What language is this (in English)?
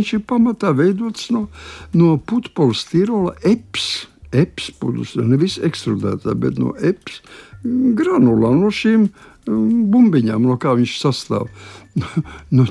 Latvian